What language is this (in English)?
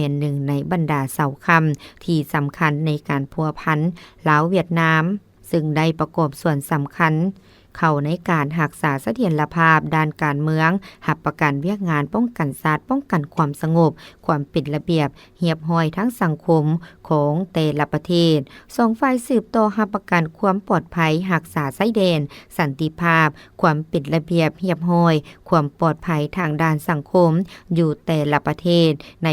Lao